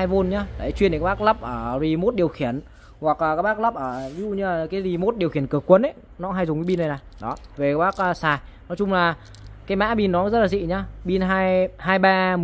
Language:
Vietnamese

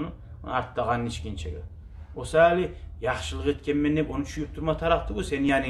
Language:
Kumyk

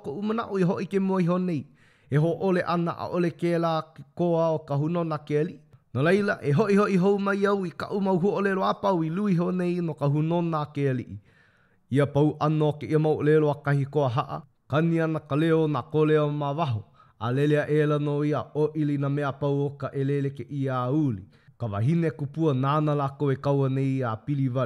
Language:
Hawaiian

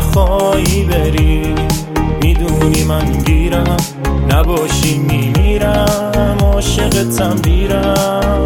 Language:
Persian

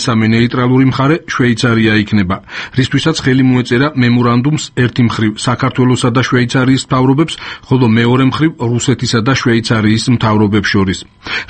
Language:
Georgian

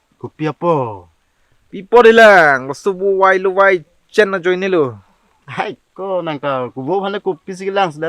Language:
Karbi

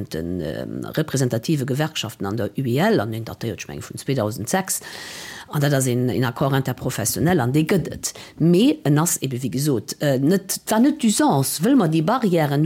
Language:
Luxembourgish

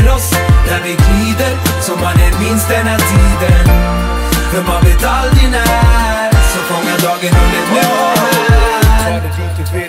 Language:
Swedish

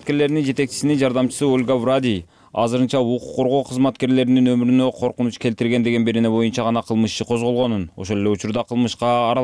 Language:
Kyrgyz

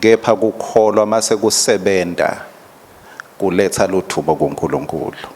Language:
Swati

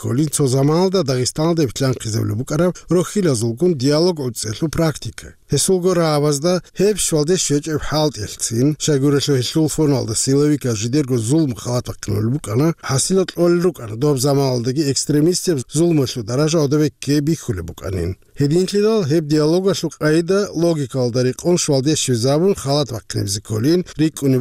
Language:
Avaric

